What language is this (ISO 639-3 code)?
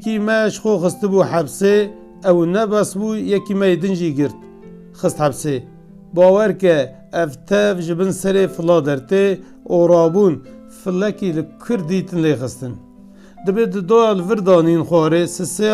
kur